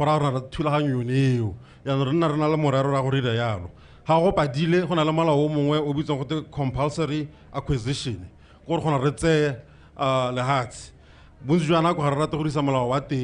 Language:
Tswana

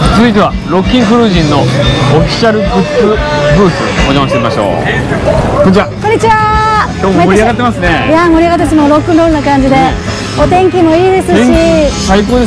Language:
Japanese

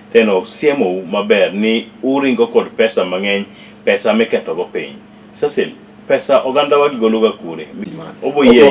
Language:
Luo (Kenya and Tanzania)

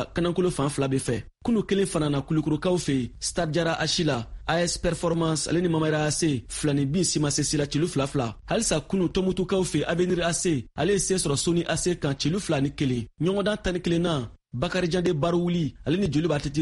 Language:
Bambara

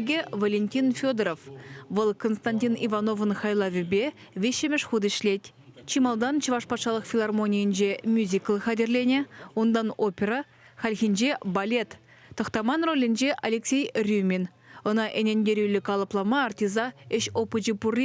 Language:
Chuvash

